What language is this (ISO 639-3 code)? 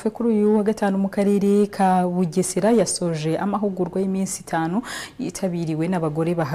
kin